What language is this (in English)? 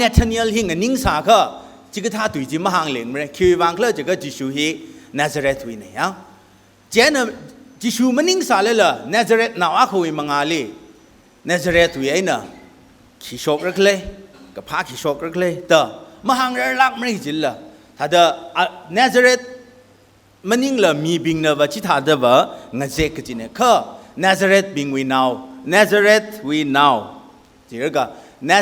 Tangkhul Naga (India)